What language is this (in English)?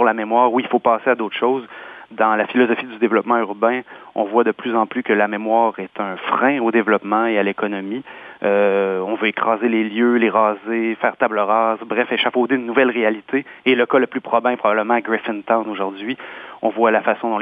French